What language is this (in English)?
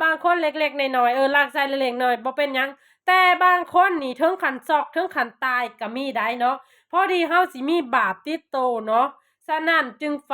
Lao